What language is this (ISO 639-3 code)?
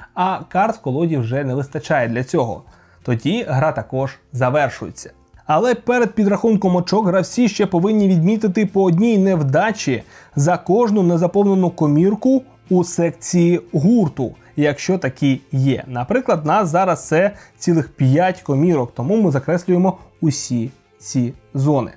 ukr